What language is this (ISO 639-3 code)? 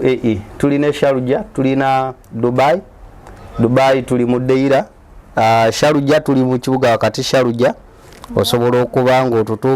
lug